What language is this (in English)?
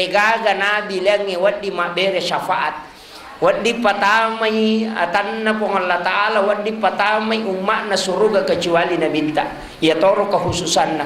Buginese